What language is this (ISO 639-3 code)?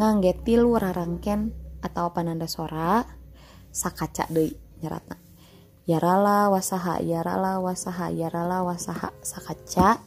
sun